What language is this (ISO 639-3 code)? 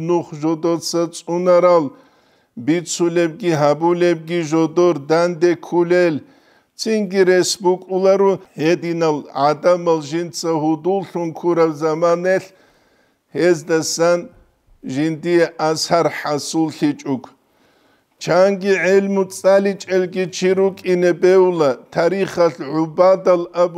ava